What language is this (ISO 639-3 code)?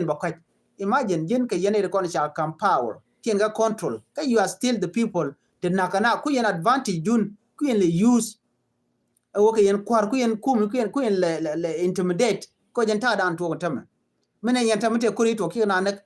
nus